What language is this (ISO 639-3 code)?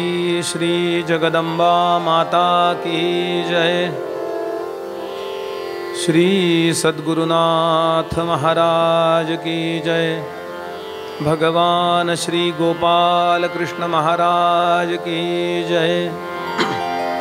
mar